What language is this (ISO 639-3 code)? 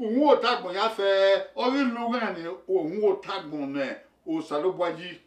bin